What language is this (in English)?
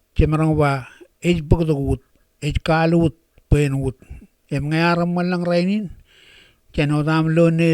Marshallese